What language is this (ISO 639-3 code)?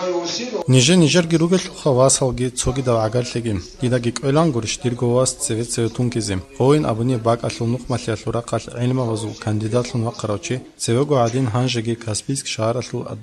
ava